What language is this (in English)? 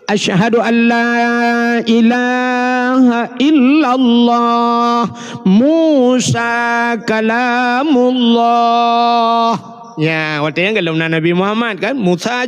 Achinese